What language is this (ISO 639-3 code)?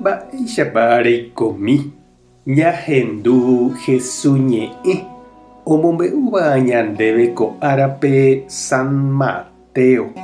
grn